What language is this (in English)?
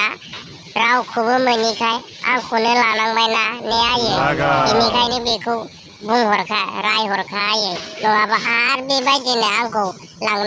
Bodo